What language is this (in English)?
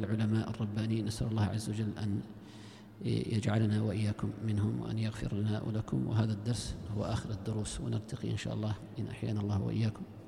Arabic